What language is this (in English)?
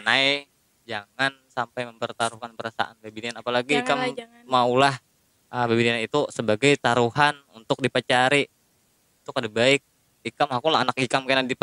Banjar